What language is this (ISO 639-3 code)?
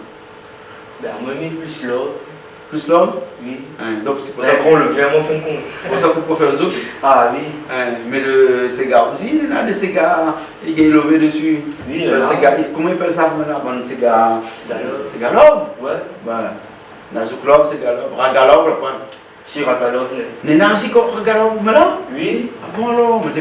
rcf